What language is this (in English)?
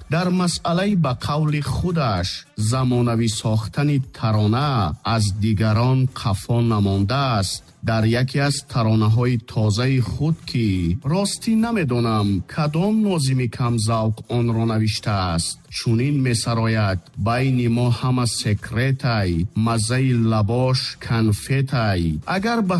Tajik